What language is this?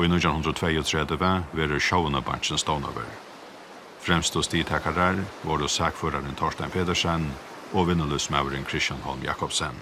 Faroese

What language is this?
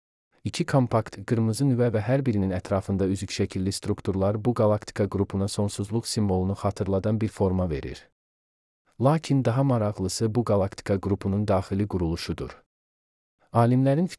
Azerbaijani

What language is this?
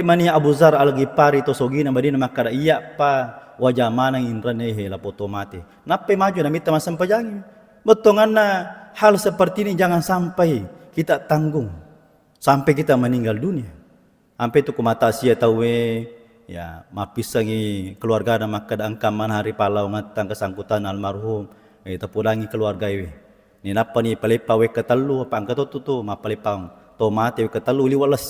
Buginese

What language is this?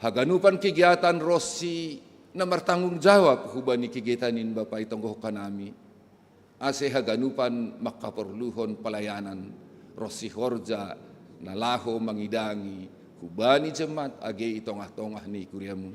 Batak Simalungun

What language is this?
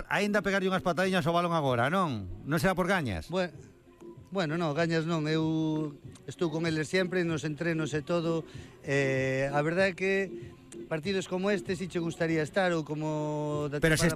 Galician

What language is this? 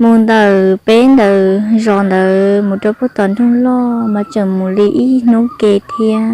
Hmong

